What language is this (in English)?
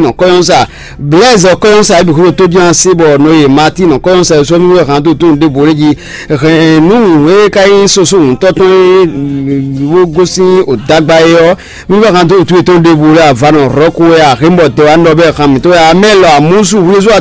Fon